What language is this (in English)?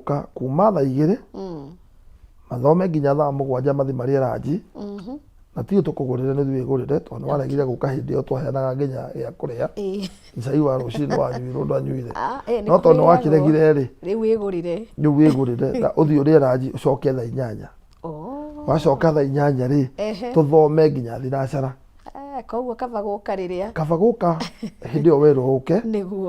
Kikuyu